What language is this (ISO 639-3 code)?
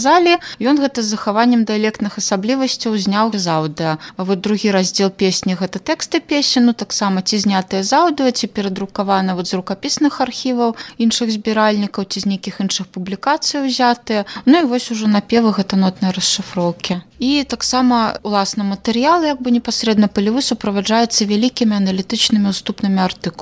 bel